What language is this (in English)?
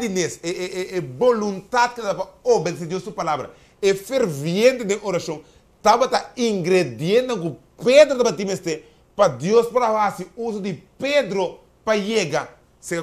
Papiamento